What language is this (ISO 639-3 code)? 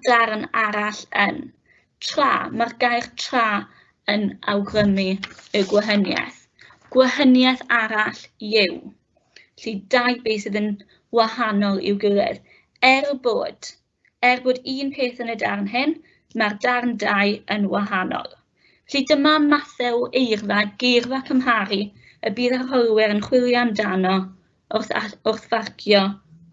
cym